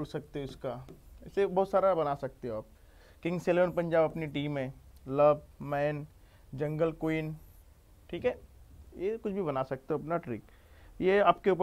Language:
Hindi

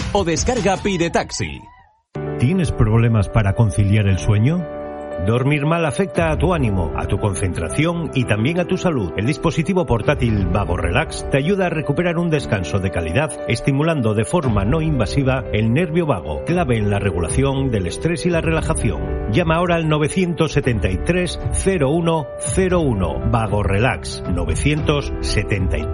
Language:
Spanish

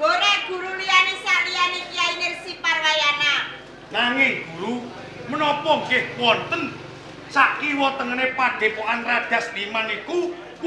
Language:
Javanese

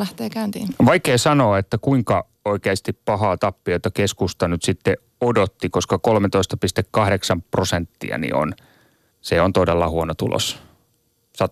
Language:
Finnish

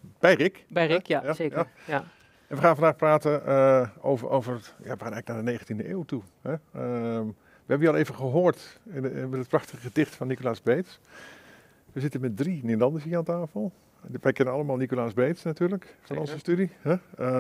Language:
Dutch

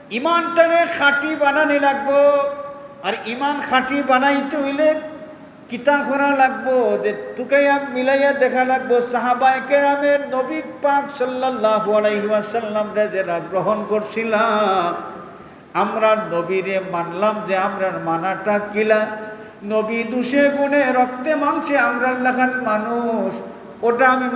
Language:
Sylheti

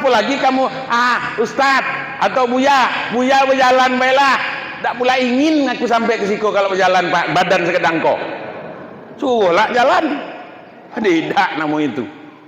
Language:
Minangkabau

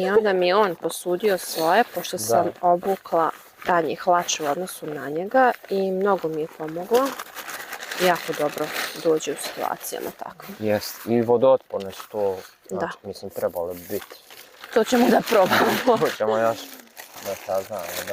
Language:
Bosnian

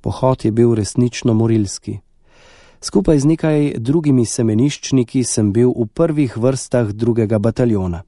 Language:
Slovenian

